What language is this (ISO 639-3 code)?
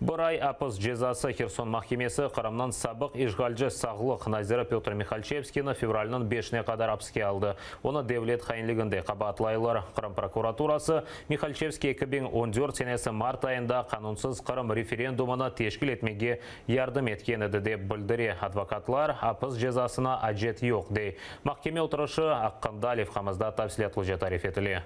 crh